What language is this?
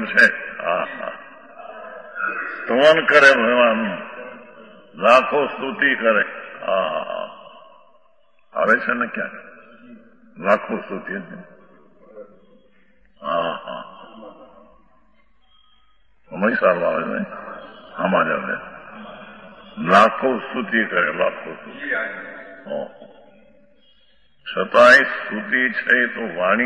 Gujarati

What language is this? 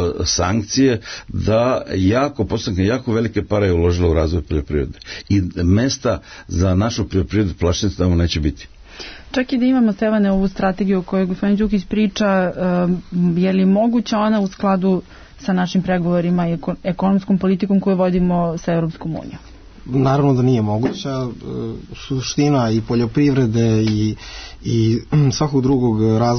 Serbian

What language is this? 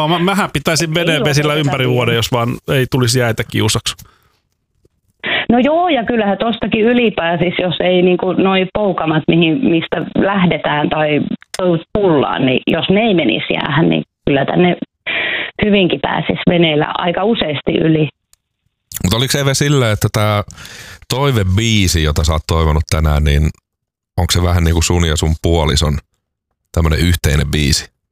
Finnish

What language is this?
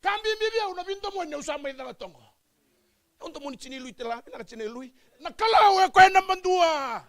Fijian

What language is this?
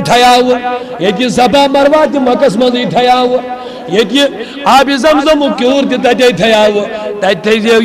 Kashmiri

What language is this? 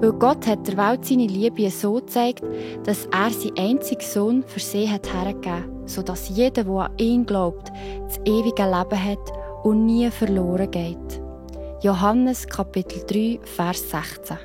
Swiss German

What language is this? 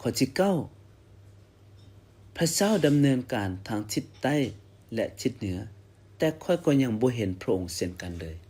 Lao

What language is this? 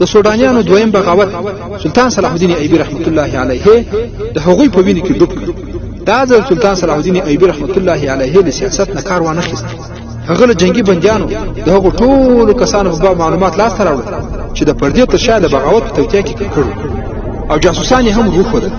Pashto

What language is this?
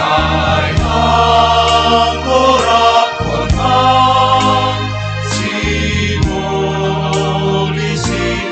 Batak Simalungun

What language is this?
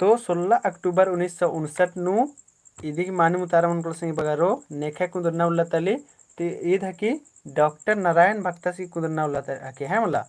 Kurukh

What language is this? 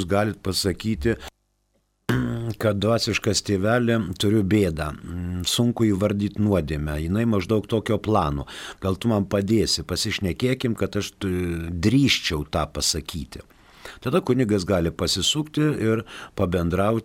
Lithuanian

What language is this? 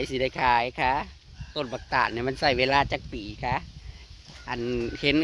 Northeastern Thai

